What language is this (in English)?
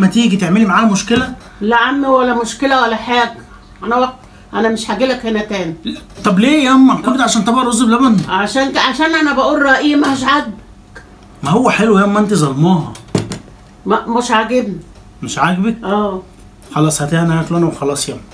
Egyptian Arabic